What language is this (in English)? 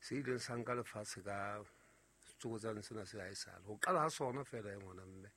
Southern Sotho